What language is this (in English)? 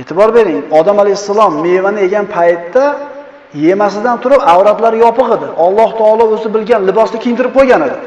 Uzbek